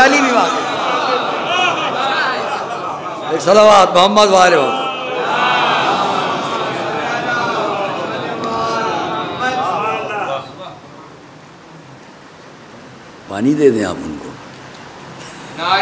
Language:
Urdu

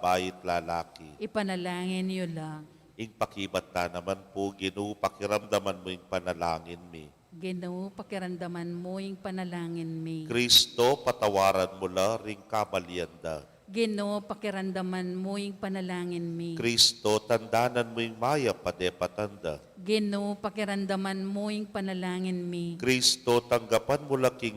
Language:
Pampanga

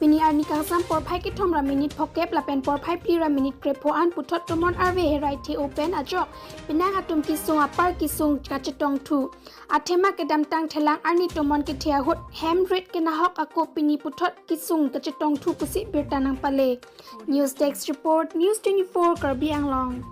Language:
Karbi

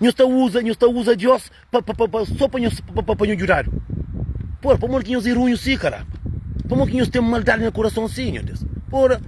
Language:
Kabuverdianu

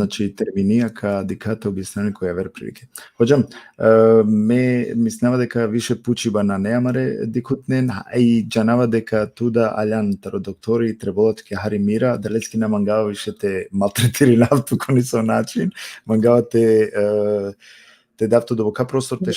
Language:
Balkan Romani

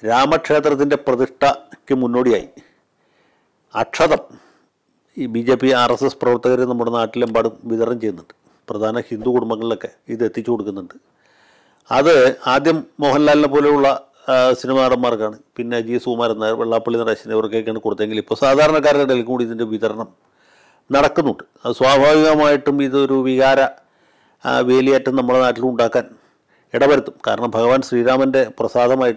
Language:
Malayalam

